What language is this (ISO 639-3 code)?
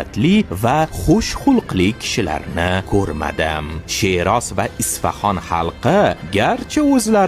uzb